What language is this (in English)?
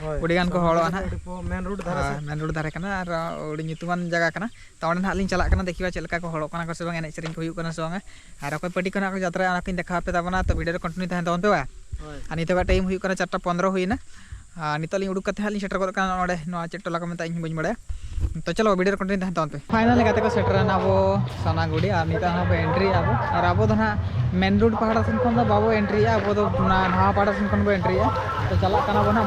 Santali